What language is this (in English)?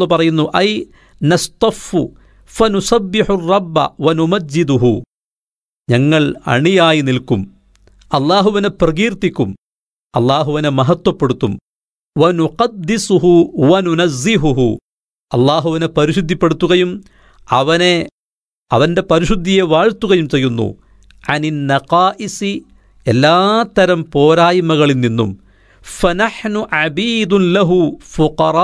Malayalam